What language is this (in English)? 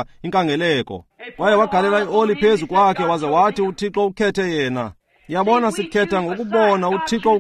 Xhosa